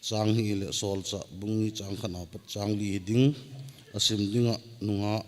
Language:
Thado Chin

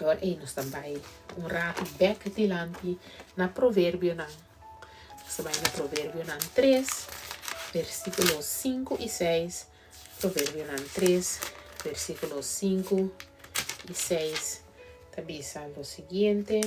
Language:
Papiamento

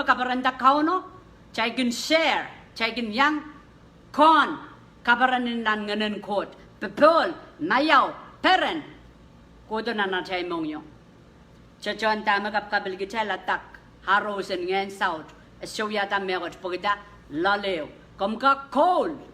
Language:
Pohnpeian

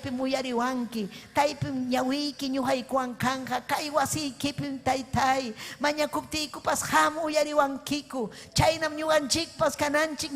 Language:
Ayacucho Quechua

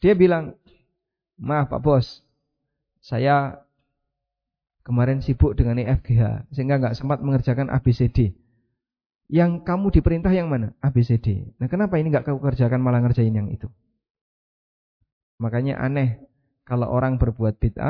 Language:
Indonesian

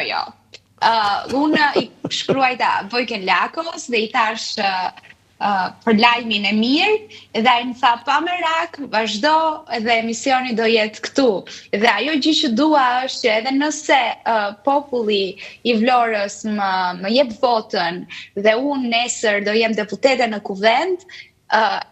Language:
Albanian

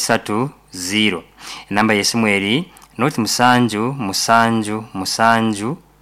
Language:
Nyoro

